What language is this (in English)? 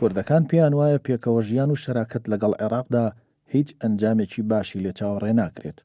Central Kurdish